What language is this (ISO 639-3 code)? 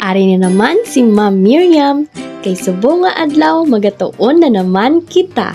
hil